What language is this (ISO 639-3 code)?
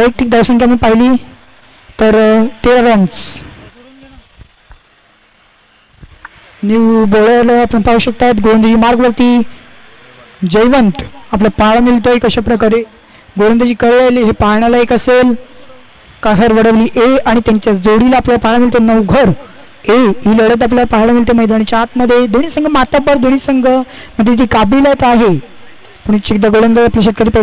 mar